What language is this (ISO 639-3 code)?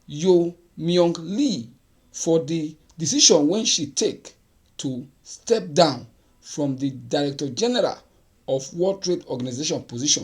pcm